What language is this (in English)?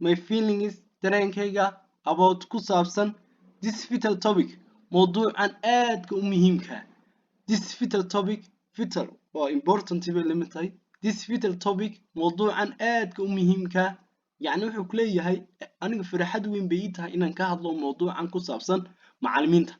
Somali